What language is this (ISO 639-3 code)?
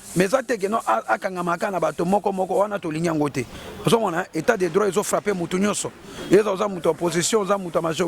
lin